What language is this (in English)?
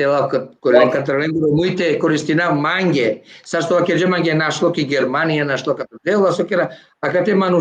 Balkan Romani